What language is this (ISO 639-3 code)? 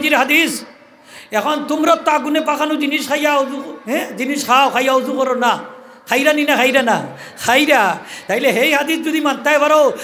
syl